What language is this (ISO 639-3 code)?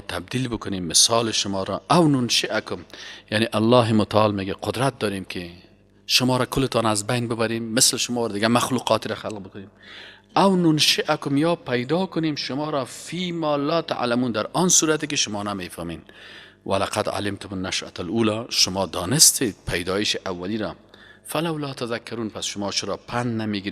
fas